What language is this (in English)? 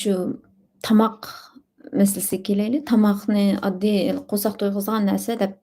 Uyghur